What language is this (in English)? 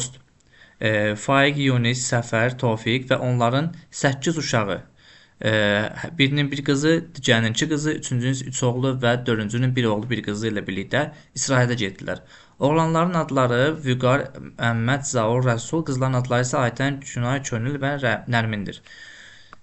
Azerbaijani